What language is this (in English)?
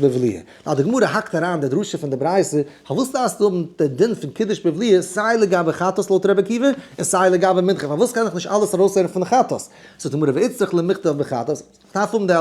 Yiddish